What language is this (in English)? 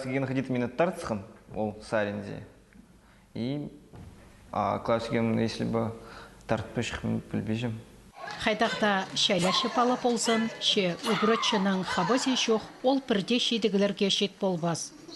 Khakas